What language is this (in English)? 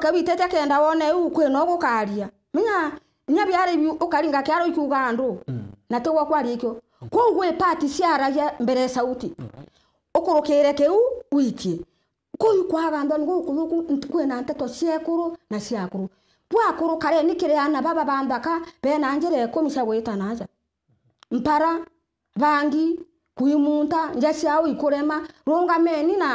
Meru